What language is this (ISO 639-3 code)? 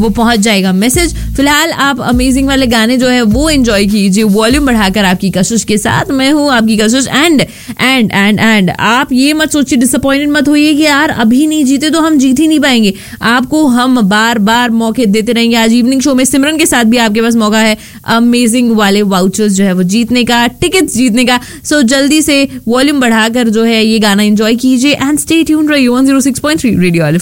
hin